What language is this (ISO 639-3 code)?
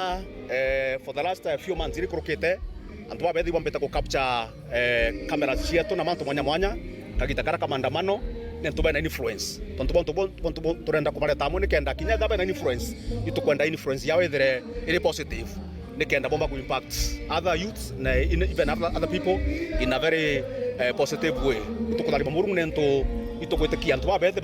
mer